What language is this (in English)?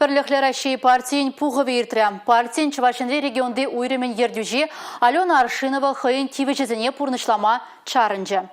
Chuvash